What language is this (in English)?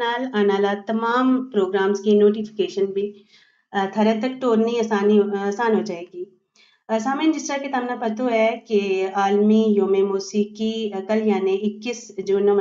Gujari